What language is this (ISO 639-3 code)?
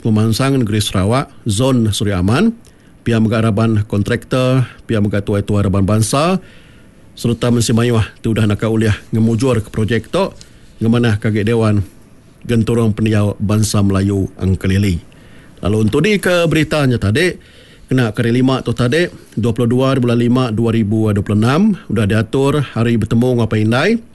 iba